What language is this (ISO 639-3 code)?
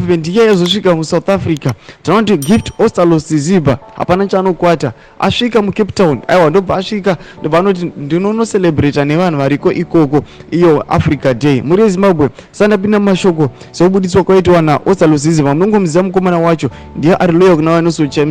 sna